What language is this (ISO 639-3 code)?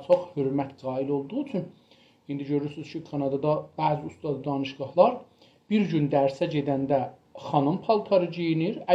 azb